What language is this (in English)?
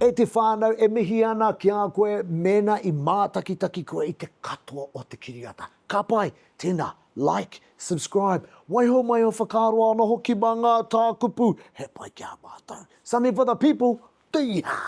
Māori